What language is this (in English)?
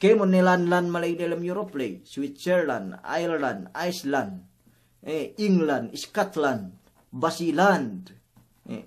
Yakan